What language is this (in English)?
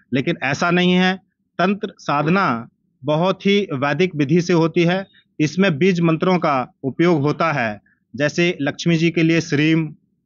Hindi